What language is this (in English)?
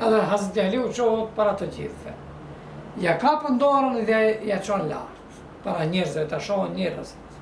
Albanian